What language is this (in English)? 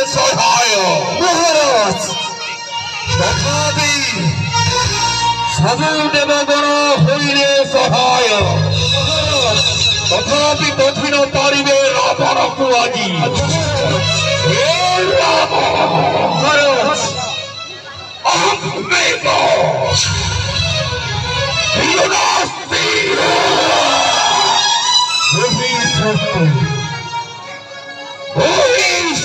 Odia